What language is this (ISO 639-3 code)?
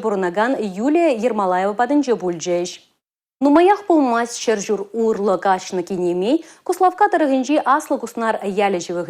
chv